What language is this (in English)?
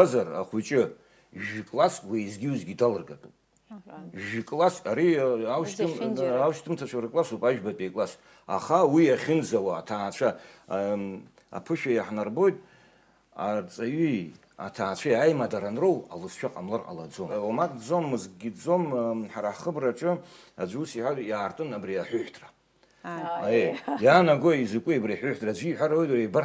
Abkhazian